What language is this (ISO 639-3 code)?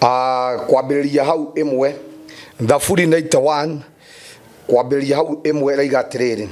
kik